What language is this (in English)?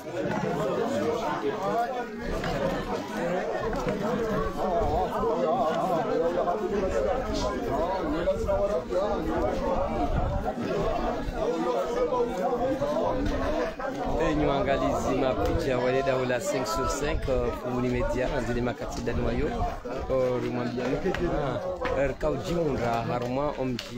Swahili